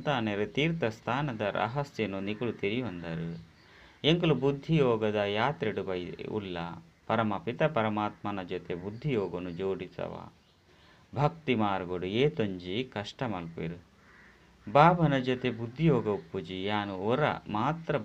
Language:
Tulu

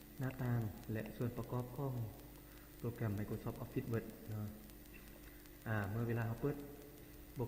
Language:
Lao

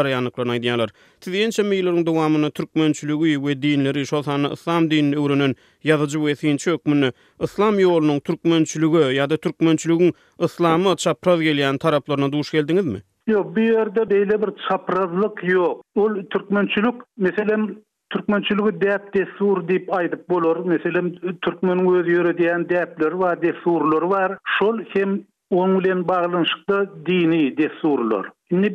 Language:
Turkmen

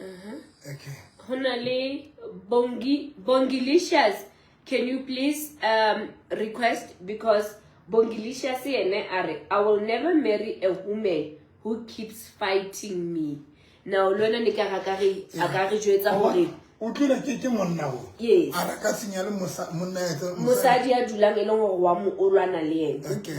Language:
Southern Sotho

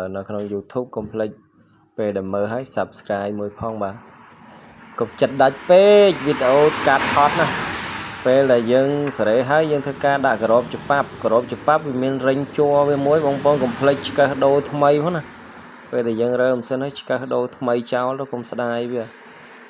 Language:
Khmer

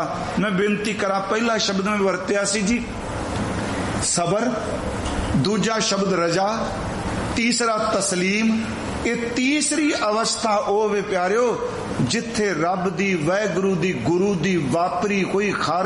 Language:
Punjabi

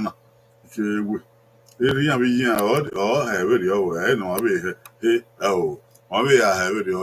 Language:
Bini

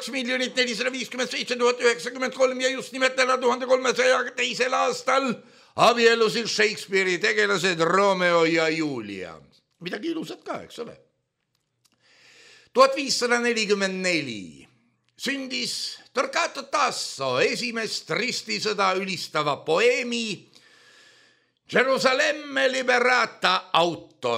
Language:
Estonian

